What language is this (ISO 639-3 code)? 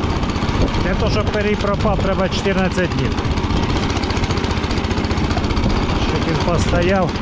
ukr